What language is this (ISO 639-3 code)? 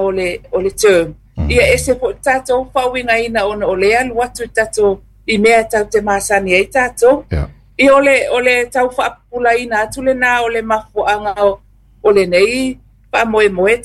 smo